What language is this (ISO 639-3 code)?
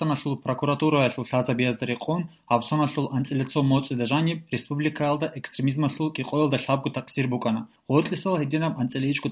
ava